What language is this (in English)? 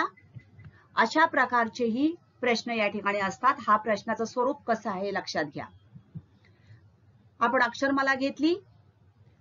Marathi